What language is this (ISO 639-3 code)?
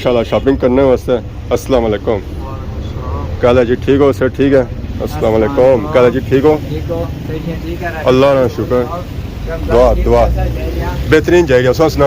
phr